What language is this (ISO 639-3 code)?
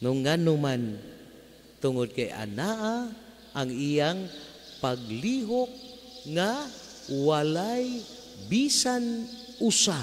ceb